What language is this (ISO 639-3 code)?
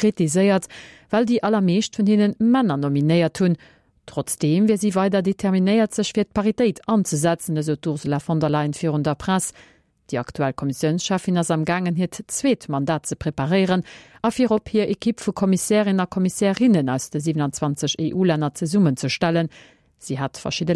ltz